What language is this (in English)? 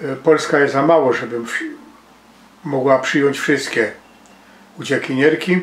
Silesian